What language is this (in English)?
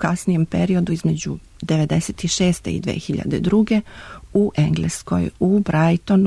Serbian